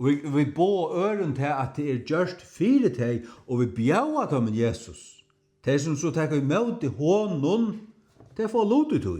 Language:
Faroese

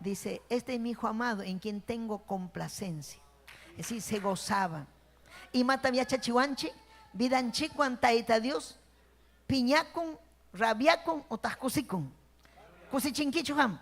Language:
Ayacucho Quechua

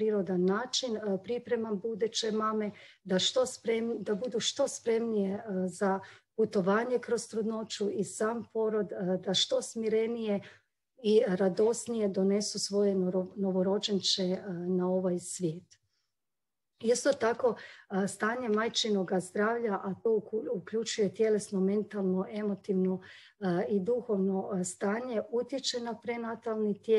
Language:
Croatian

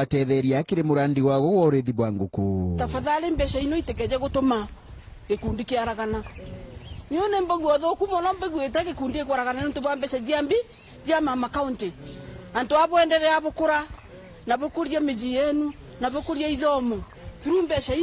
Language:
Meru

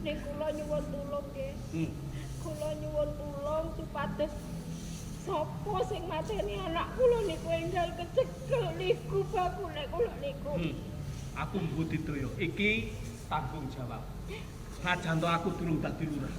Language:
Javanese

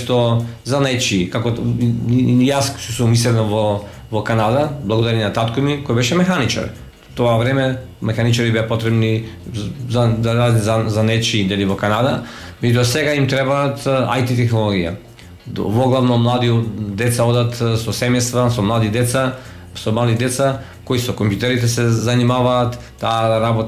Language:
Macedonian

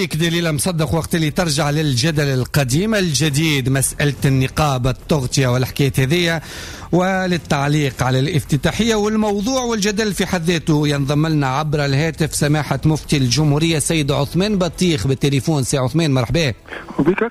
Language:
Tunisian Arabic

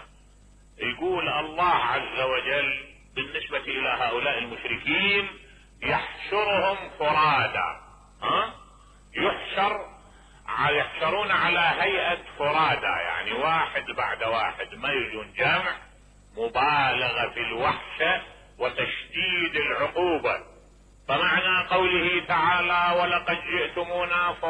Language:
Mesopotamian Arabic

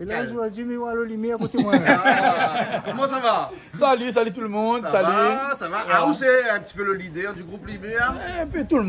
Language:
Réunion Creole French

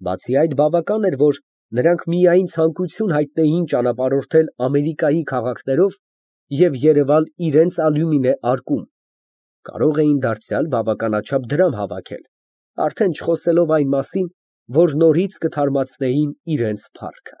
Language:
Armenian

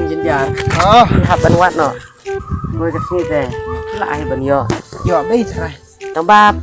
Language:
Khasi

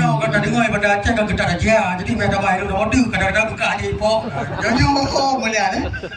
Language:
Achinese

